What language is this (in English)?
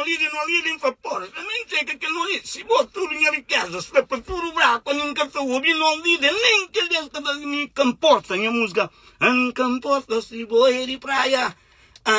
Kabuverdianu